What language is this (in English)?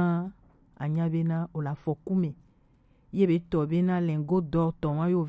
Gen